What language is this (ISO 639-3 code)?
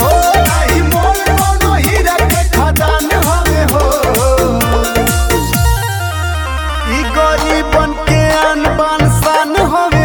bho